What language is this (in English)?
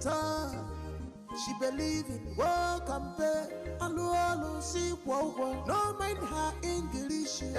Nigerian Pidgin